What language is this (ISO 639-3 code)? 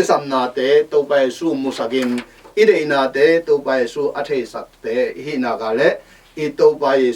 ctd